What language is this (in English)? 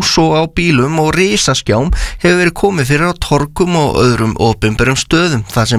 Icelandic